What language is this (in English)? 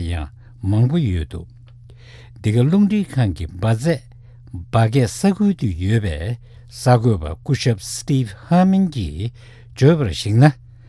Tibetan